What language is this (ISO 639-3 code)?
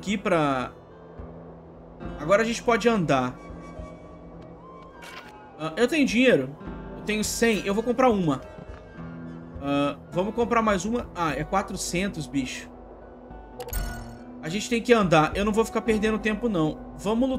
por